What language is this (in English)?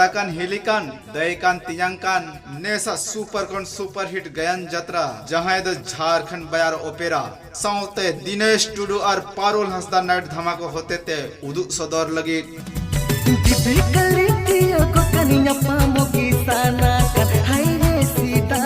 Santali